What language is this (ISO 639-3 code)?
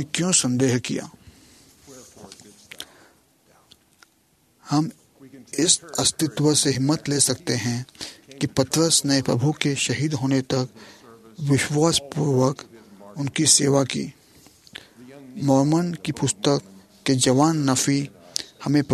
hin